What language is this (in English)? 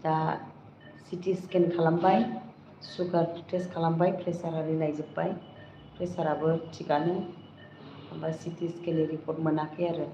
Bodo